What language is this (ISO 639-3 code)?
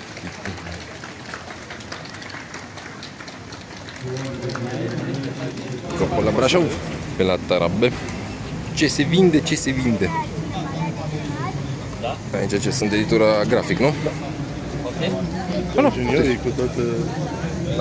ron